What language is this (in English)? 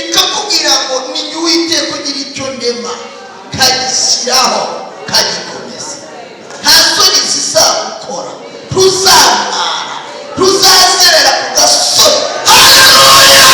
Kinyarwanda